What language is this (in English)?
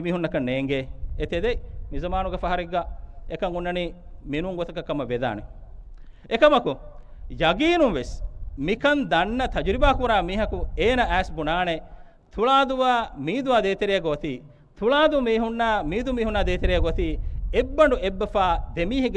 Divehi